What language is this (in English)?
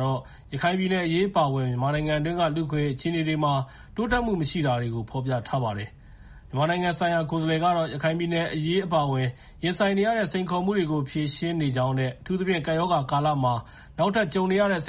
Burmese